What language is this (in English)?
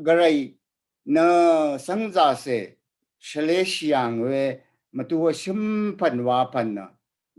Rawang